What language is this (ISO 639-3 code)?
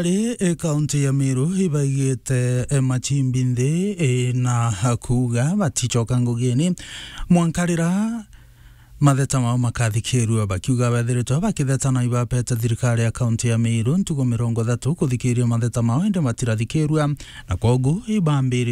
mer